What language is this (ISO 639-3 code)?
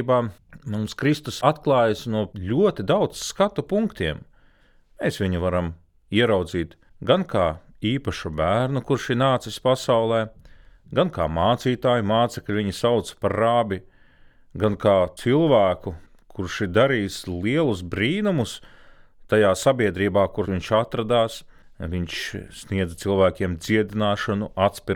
lav